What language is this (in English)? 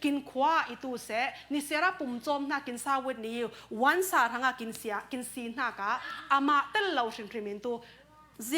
Falam Chin